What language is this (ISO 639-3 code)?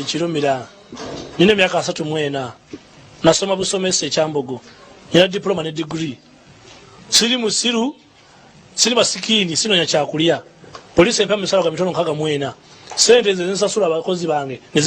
lug